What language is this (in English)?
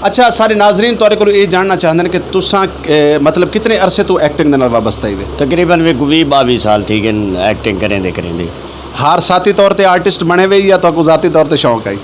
Saraiki